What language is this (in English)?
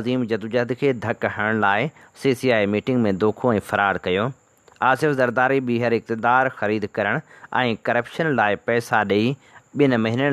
Sindhi